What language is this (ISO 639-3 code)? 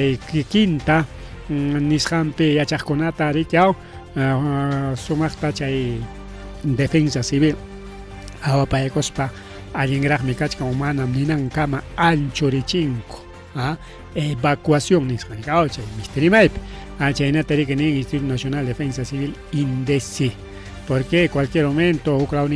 quy